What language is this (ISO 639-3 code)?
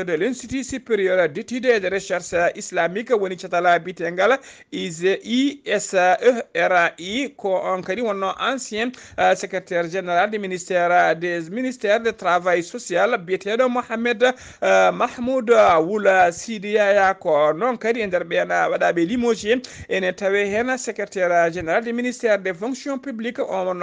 ful